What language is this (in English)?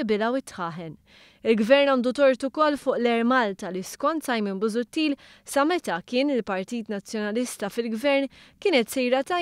Maltese